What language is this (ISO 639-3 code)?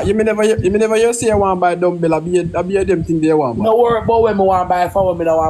jam